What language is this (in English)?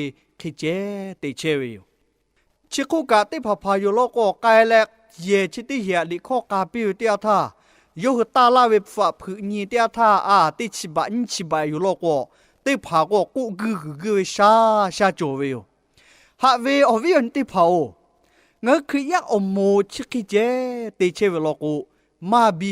Lahu